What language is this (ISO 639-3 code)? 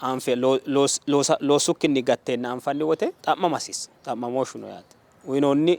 sid